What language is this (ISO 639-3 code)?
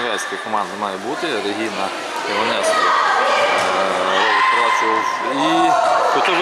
ukr